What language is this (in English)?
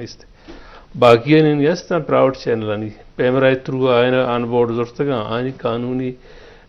Eastern Balochi